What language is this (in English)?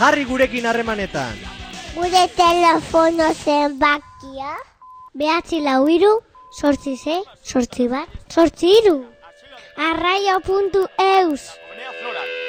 Basque